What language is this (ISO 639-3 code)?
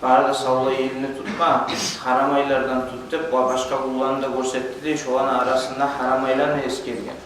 kum